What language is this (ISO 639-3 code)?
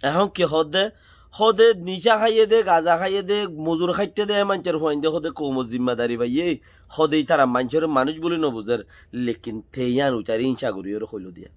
rhg